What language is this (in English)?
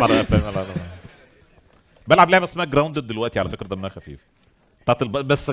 Egyptian Arabic